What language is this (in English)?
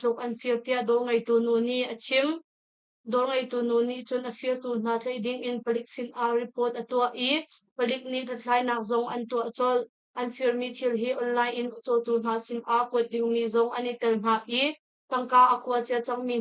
Hakha Chin